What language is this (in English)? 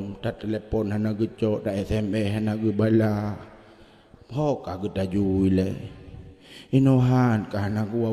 Achinese